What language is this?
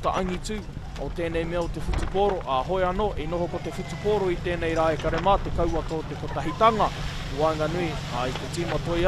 Māori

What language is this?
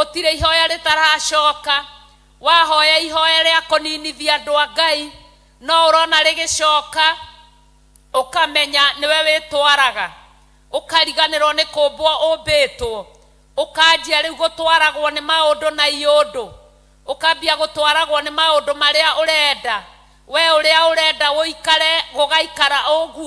Kikuyu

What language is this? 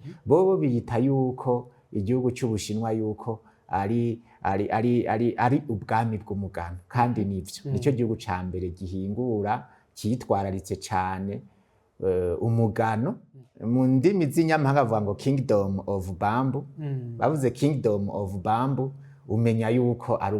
Rundi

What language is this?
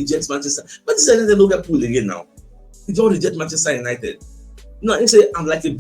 Nigerian Pidgin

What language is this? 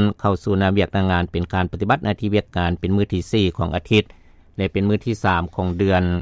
Lao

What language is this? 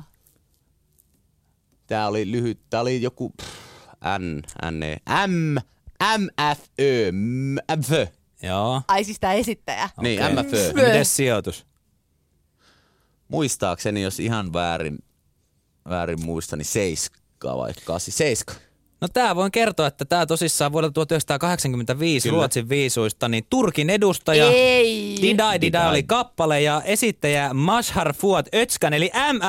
Finnish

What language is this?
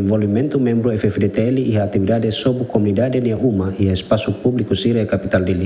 Tetum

